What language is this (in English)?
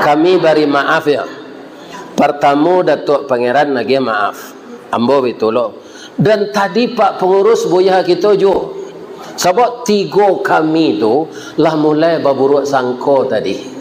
Minangkabau